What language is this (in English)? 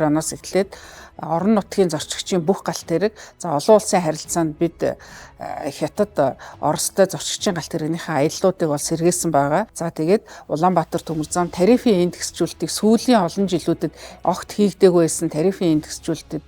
Mongolian